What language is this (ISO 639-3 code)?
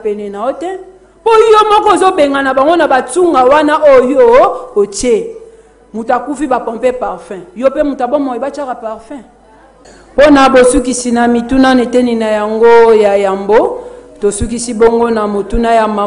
lin